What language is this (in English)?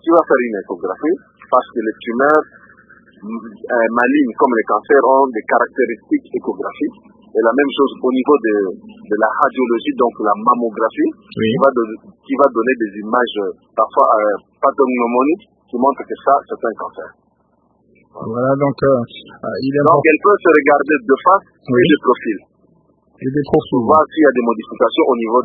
French